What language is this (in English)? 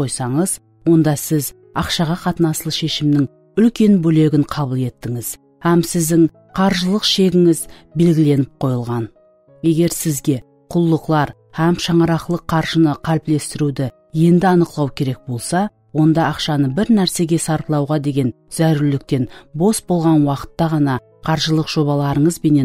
Kara-Kalpak